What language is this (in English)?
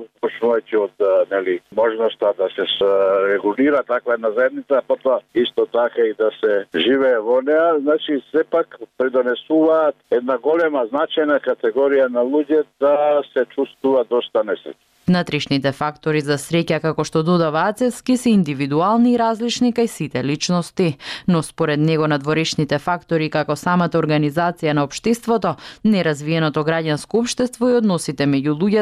Macedonian